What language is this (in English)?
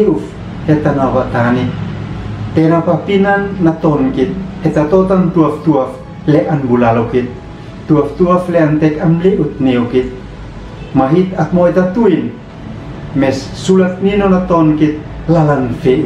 Uab Meto